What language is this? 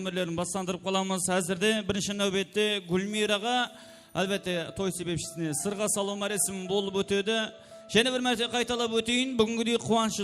Kara-Kalpak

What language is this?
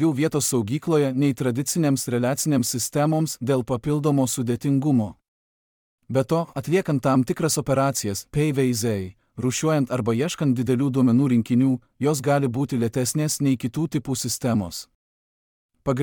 Lithuanian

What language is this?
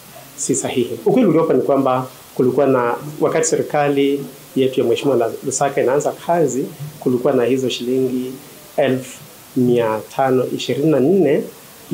Swahili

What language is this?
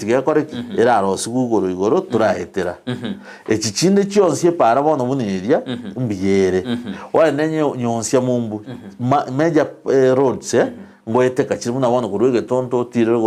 Gusii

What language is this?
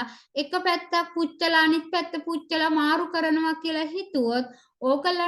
Sinhala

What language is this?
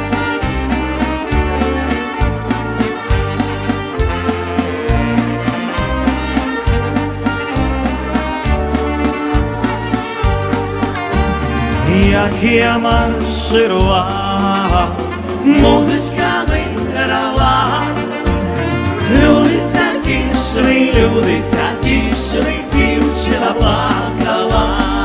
Ukrainian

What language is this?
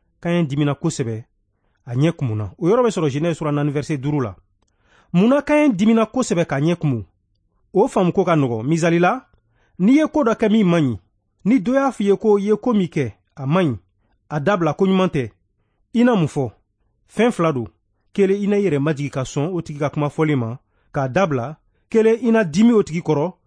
Bambara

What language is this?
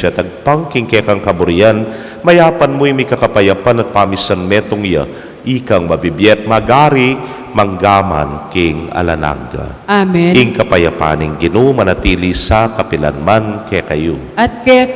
Pampanga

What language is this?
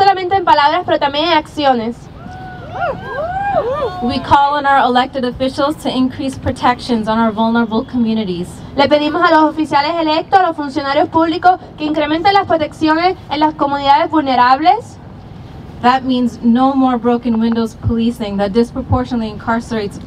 English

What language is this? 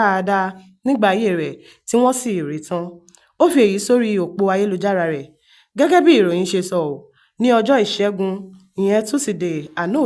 Yoruba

